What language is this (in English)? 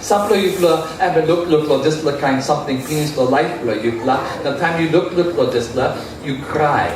Tok Pisin